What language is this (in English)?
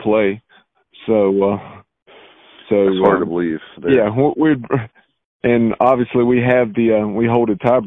English